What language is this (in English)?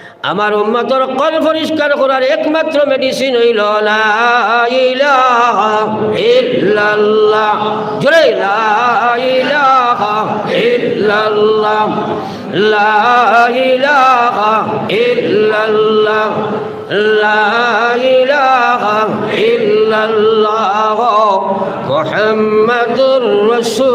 Sylheti